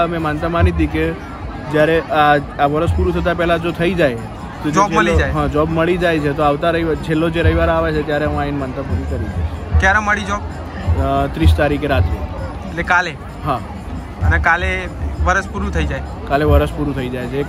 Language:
Gujarati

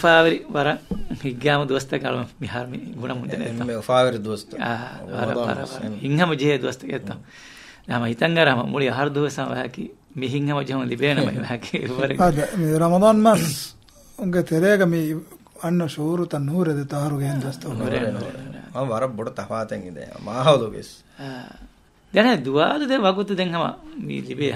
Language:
Divehi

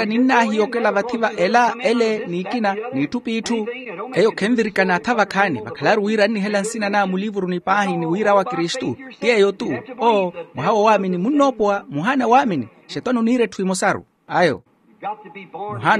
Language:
Makhuwa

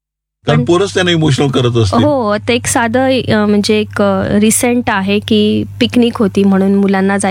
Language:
Marathi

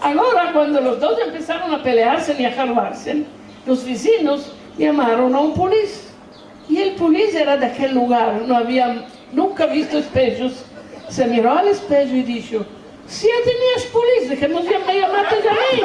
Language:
Ladino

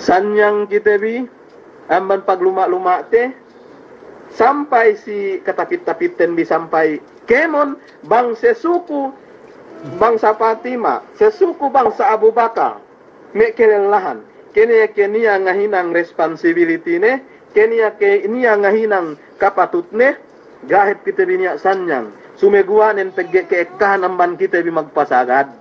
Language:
Yakan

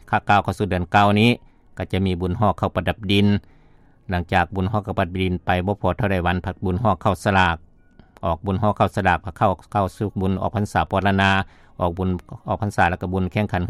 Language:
Lao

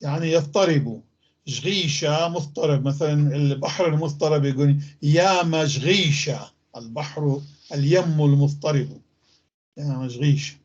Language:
North Levantine Arabic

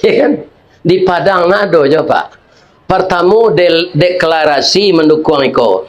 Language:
Minangkabau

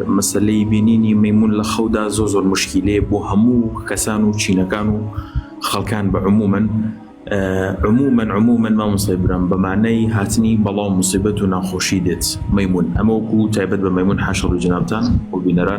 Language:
Central Kurdish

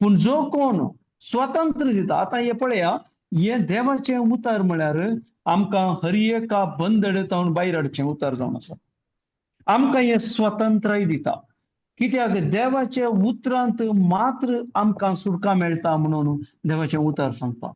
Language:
Konkani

